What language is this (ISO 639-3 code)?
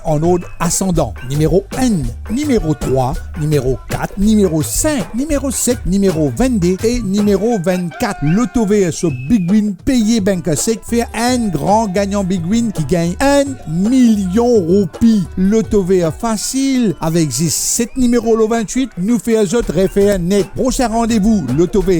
mfe